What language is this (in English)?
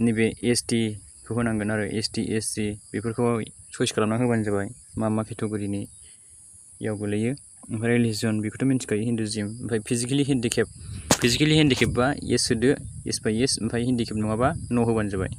Bodo